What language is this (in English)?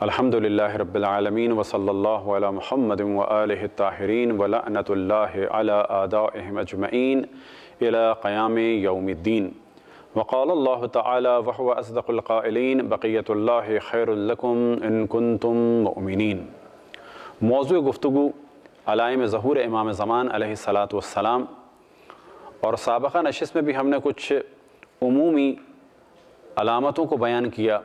Urdu